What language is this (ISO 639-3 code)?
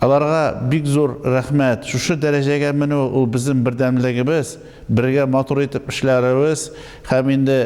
tat